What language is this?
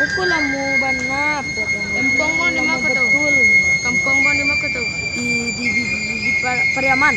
Minangkabau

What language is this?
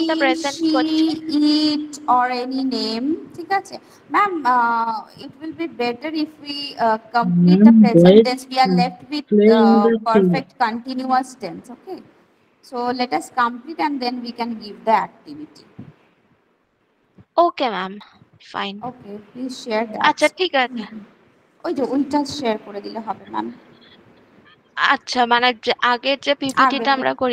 Bangla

